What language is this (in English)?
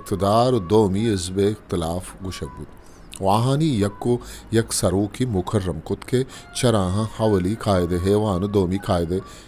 Eastern Balochi